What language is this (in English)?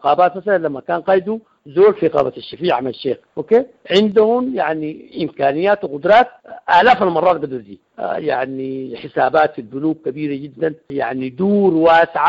Sudanese Arabic